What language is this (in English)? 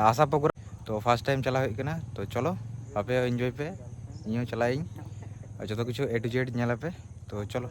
Santali